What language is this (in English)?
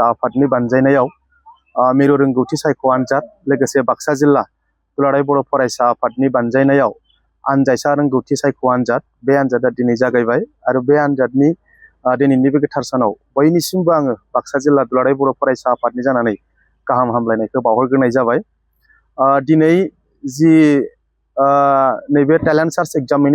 Bodo